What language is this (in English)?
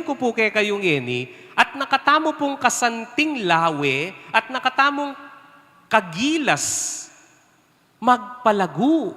Pampanga